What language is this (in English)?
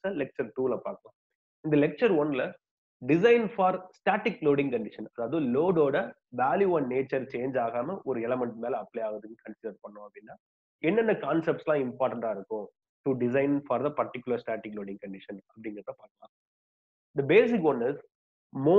Tamil